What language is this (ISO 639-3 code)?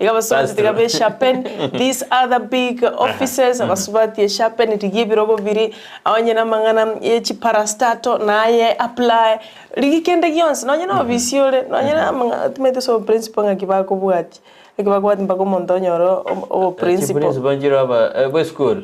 guz